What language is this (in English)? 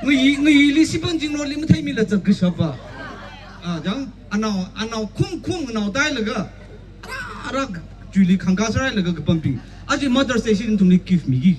Tangkhul Naga (India)